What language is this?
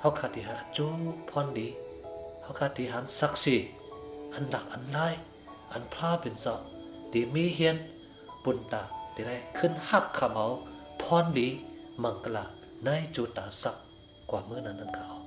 Shan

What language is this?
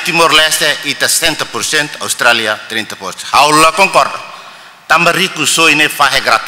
Tetum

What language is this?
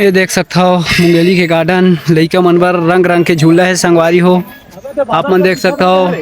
Chhattisgarhi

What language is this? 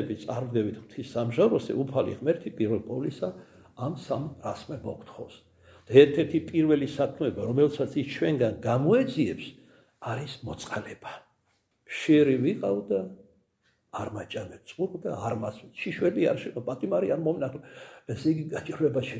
Georgian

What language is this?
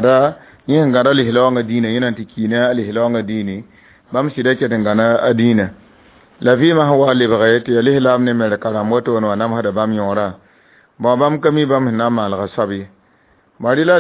Mossi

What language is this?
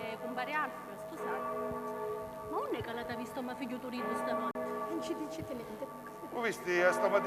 Sicilian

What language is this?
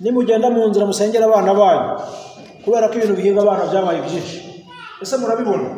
Kinyarwanda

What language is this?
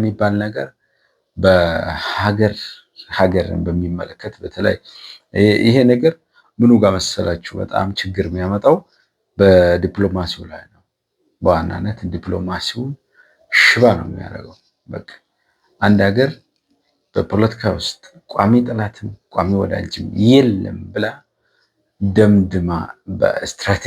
Amharic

